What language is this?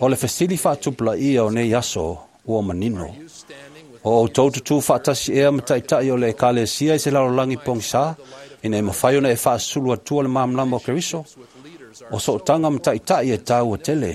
Samoan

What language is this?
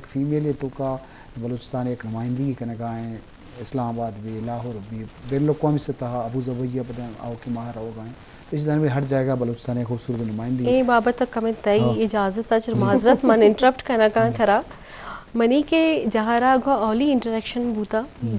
Eastern Balochi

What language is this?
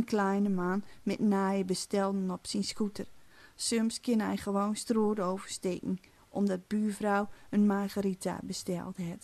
Gronings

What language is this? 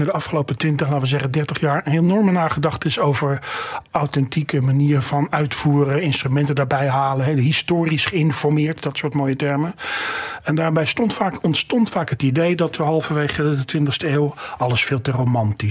Dutch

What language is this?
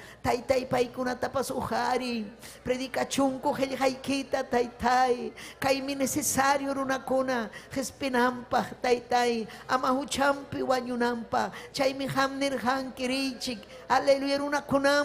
Ayacucho Quechua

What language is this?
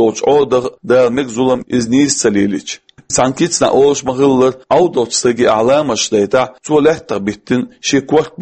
Chechen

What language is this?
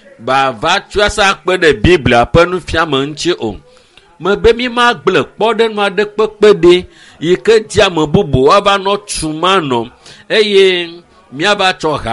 Ewe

